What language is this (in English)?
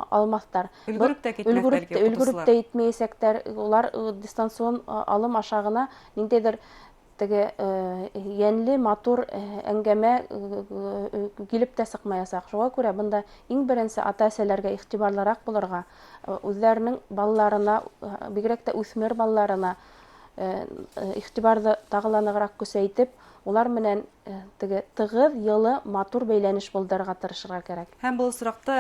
Bashkir